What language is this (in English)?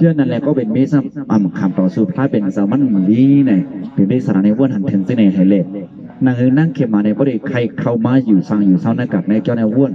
Shan